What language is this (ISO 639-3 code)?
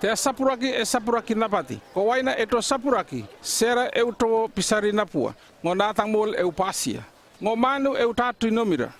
llp